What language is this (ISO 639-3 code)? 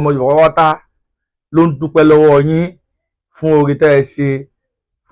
yor